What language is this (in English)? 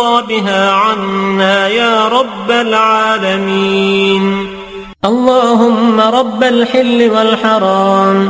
Arabic